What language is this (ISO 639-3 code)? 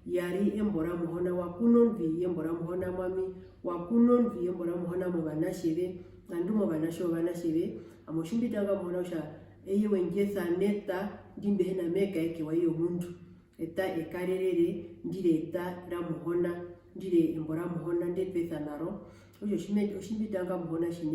her